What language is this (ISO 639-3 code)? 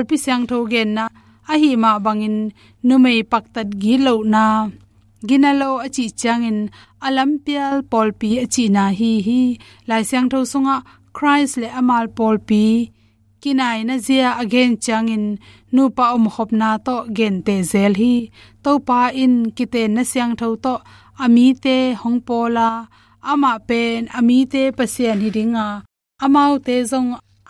ctd